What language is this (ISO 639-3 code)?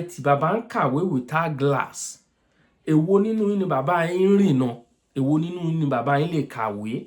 yor